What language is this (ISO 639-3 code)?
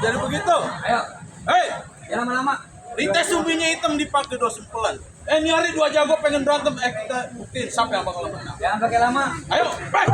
bew